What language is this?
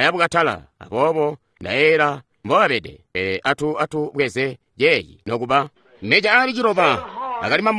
Tonga (Zambia)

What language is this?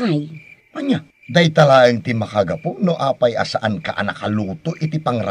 Iloko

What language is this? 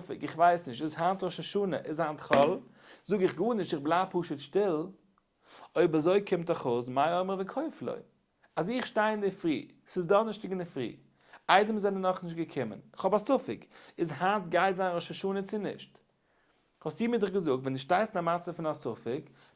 Yiddish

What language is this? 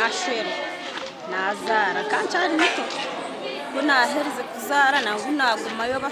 Nyankole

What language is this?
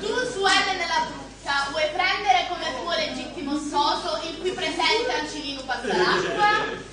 Sicilian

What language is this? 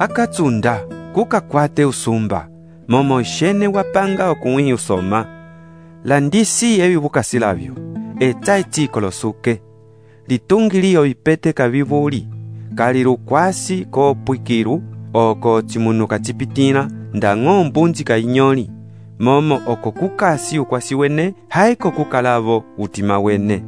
Umbundu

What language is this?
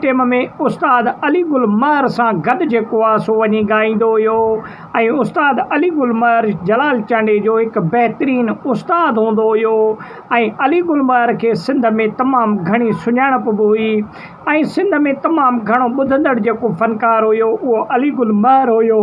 Sindhi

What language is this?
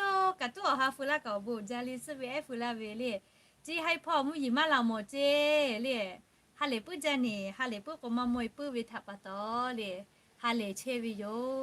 Lahu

